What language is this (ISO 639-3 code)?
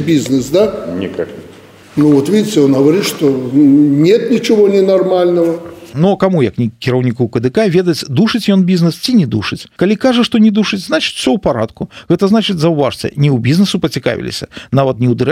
bel